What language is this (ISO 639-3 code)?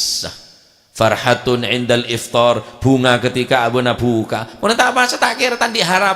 mad